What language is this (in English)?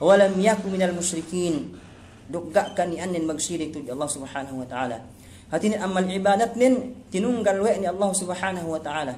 Yakan